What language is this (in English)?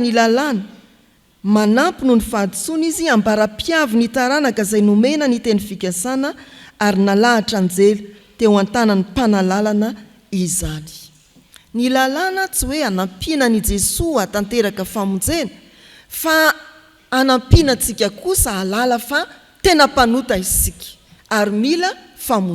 Malagasy